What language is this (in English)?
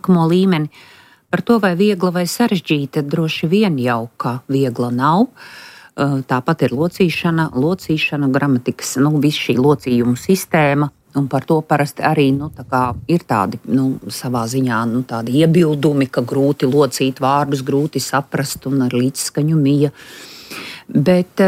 Latvian